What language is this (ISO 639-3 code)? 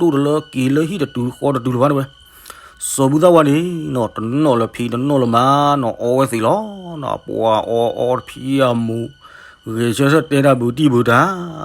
ksw